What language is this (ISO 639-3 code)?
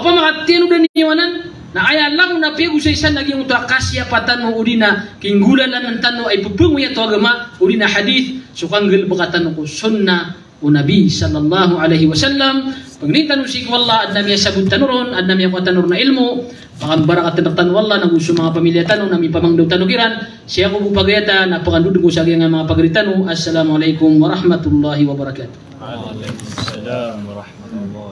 mrw